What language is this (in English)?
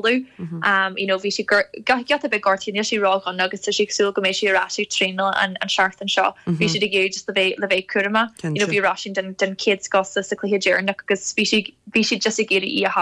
Irish